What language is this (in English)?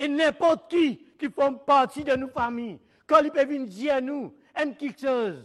Morisyen